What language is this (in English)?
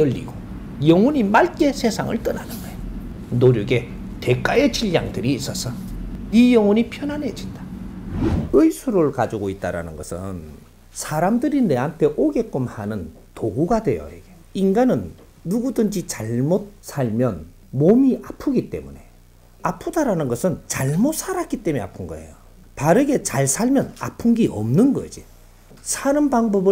Korean